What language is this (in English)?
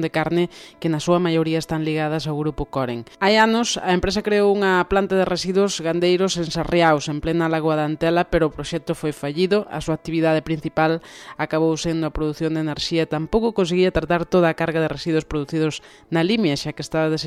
Galician